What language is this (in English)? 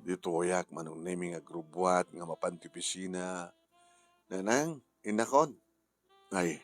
Iloko